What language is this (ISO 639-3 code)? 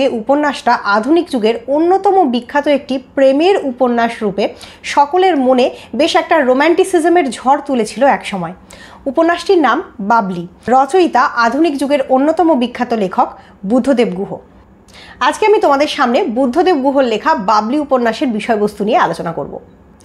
ben